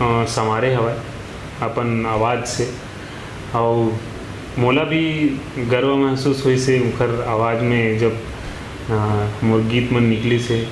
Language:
Chhattisgarhi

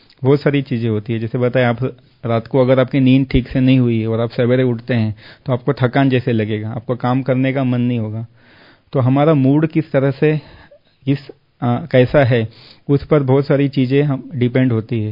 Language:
Hindi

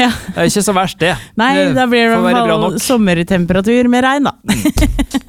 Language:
Norwegian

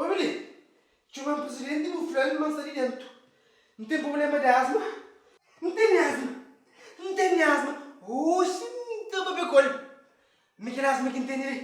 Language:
Kabuverdianu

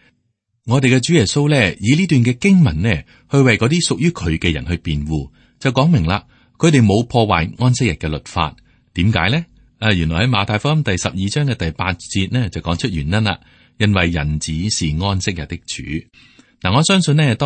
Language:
Cantonese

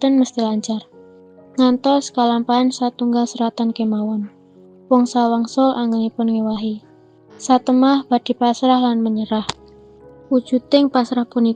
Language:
Javanese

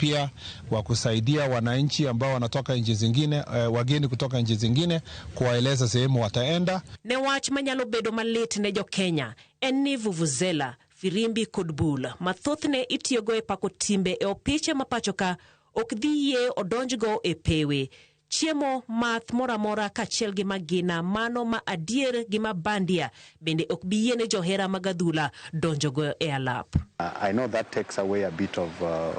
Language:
Luo (Kenya and Tanzania)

